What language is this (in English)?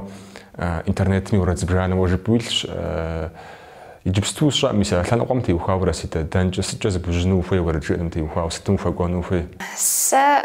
Kabardian